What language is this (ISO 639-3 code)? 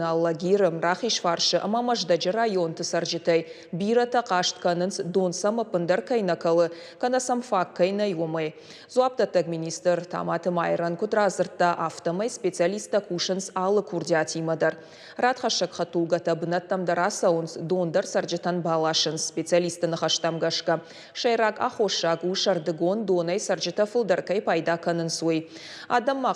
oss